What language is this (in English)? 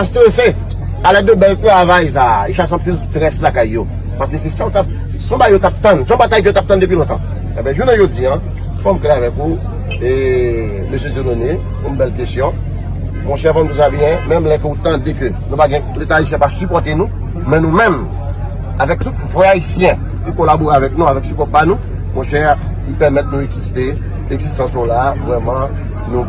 Haitian Creole